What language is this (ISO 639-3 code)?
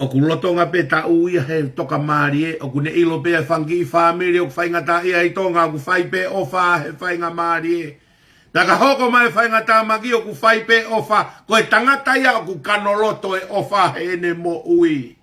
ton